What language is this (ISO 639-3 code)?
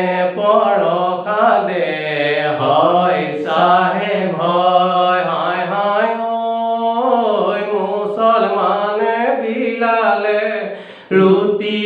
asm